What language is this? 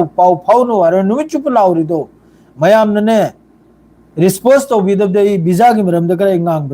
Manipuri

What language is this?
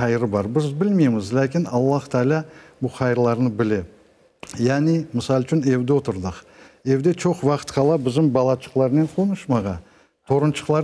Crimean Tatar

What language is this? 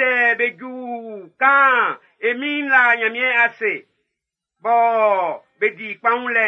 Baoulé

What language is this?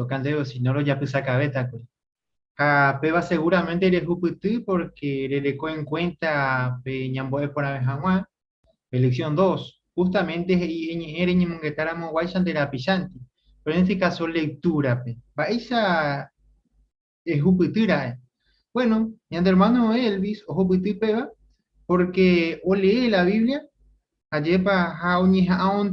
Guarani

